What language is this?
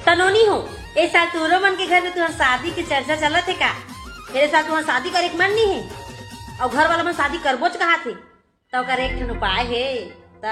Chhattisgarhi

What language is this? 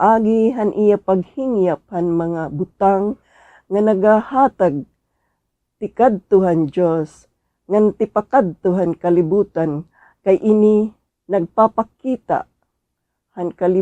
Waray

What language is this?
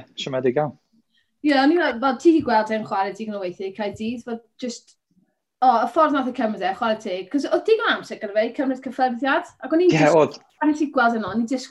Welsh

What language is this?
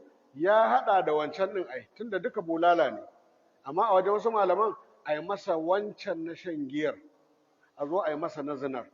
Hausa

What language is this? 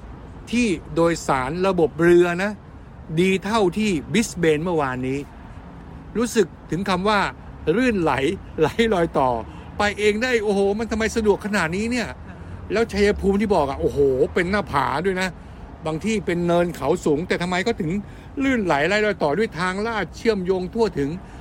Thai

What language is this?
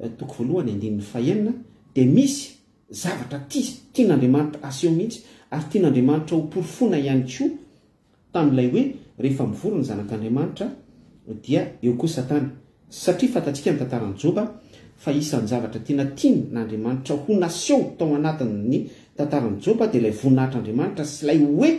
Malagasy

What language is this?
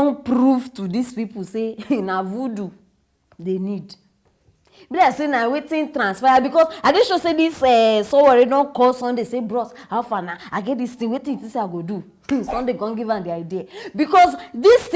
Nigerian Pidgin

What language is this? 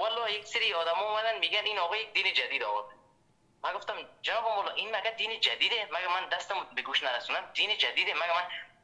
Persian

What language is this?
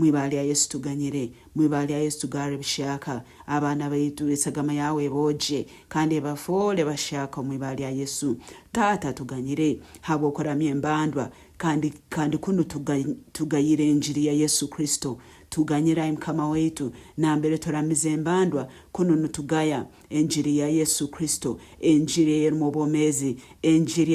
Nyankole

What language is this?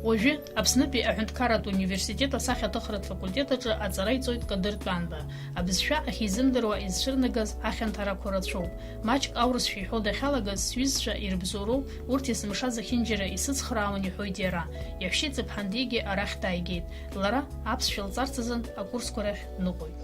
Abkhazian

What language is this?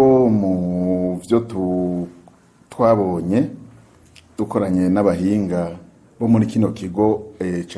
Rundi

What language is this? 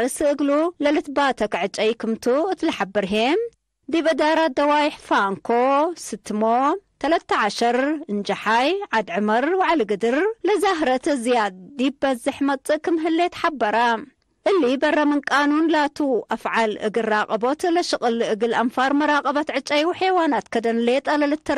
Tigre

